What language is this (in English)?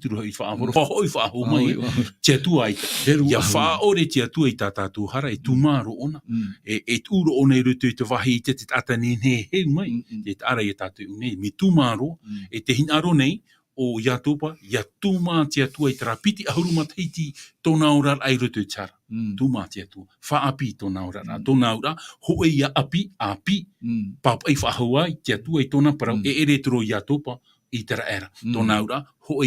Tahitian